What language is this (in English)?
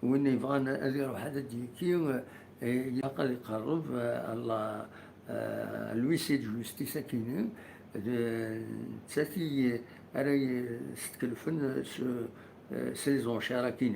Kabyle